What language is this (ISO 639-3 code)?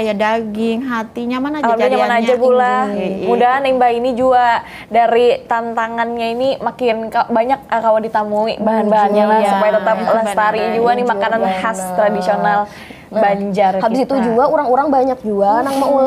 bjn